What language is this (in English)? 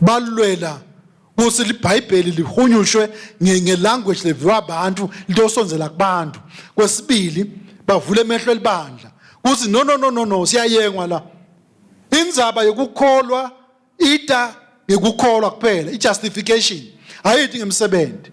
Swati